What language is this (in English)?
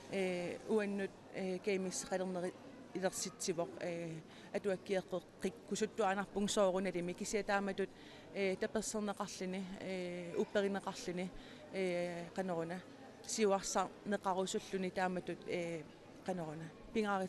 Kalaallisut